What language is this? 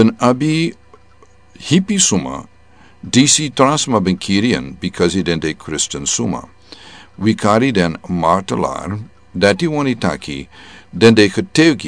Sranan Tongo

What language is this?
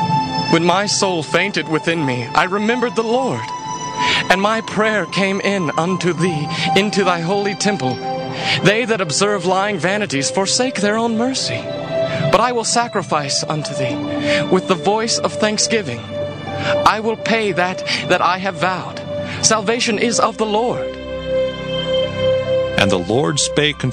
English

